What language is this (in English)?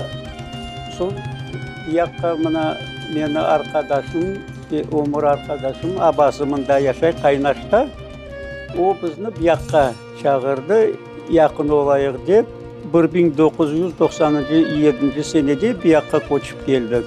Crimean Tatar